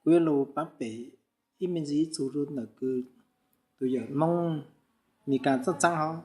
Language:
Hmong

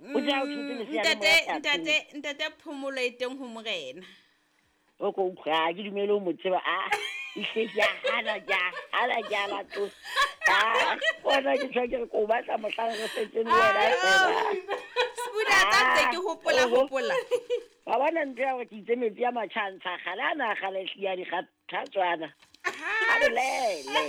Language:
Southern Sotho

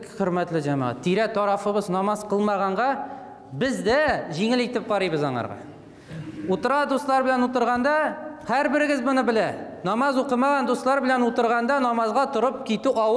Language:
Tatar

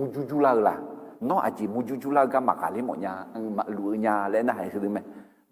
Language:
Akha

